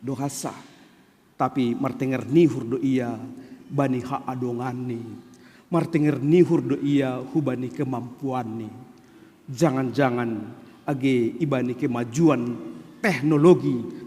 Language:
Batak Simalungun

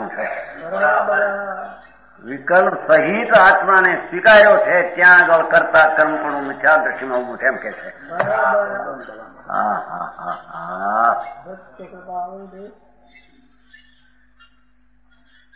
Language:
Gujarati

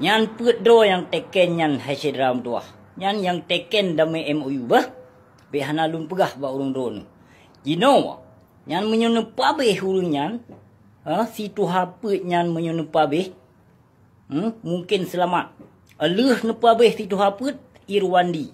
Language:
Achinese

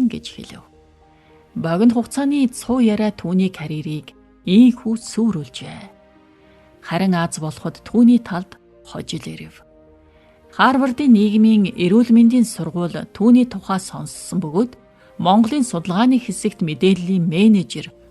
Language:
Mongolian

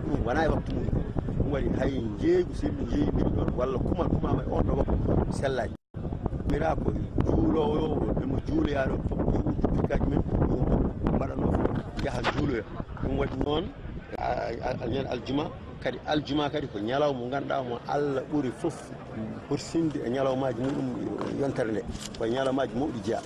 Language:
Fula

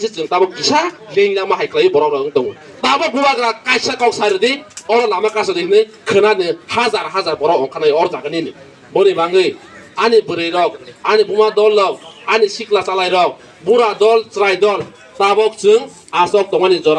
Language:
Kok Borok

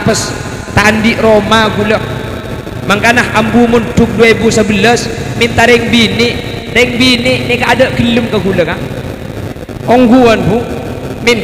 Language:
Madurese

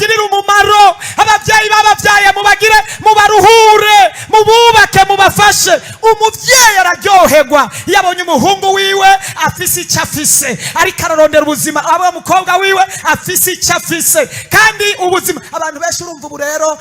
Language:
Rundi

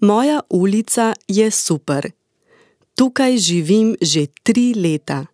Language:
Slovenian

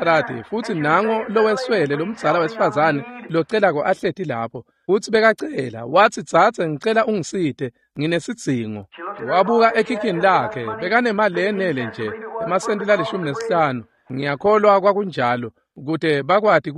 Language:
Swati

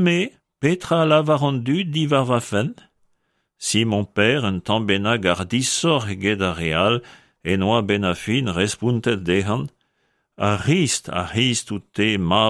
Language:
Breton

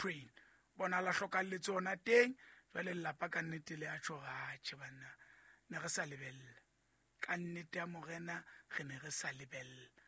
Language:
Southern Sotho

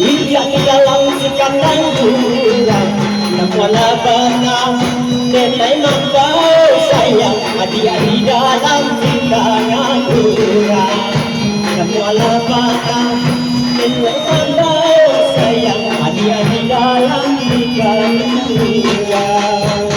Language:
Minangkabau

